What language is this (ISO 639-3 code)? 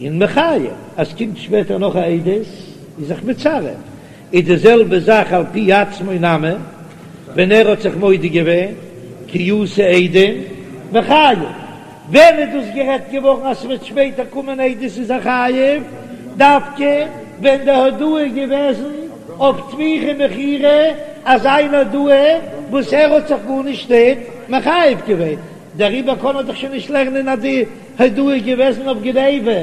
yid